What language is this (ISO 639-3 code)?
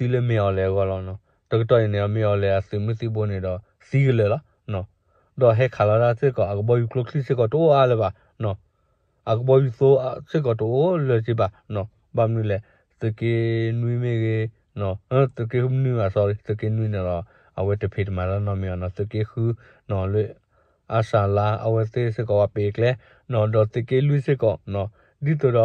ksw